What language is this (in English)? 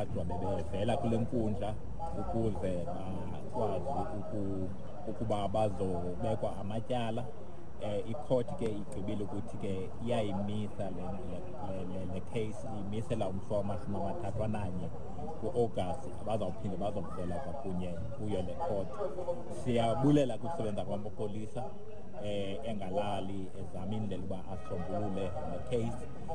Xhosa